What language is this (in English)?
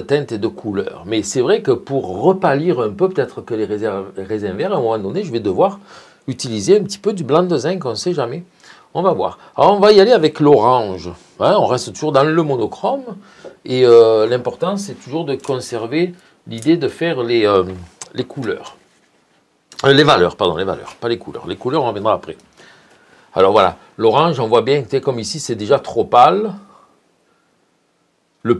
French